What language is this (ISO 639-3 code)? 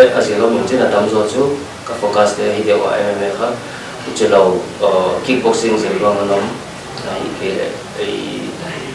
pck